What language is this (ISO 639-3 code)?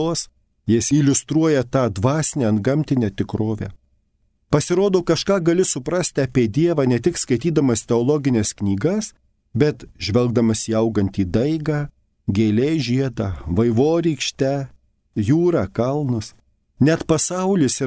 lit